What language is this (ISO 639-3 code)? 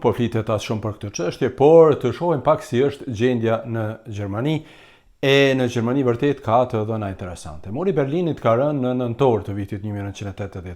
sqi